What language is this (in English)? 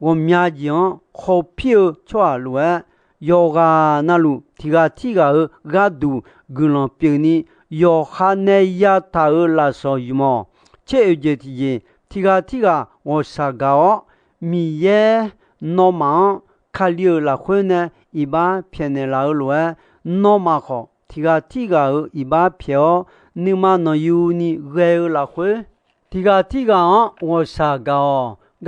Akha